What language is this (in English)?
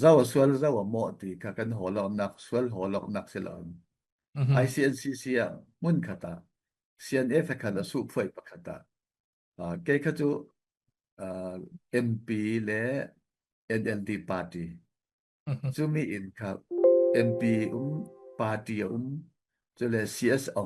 Falam Chin